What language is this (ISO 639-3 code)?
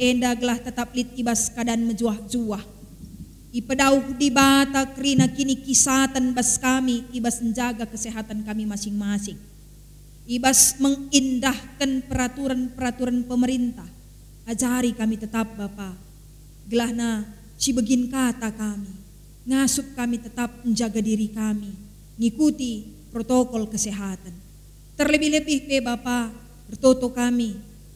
btx